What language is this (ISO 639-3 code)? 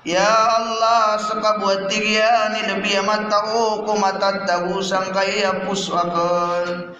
mrw